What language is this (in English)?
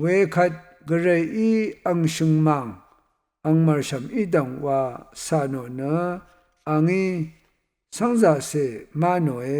Rawang